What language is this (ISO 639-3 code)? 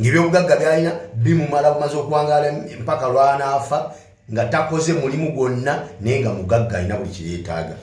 lug